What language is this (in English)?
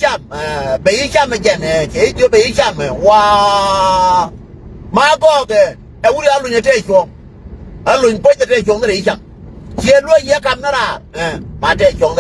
Nuer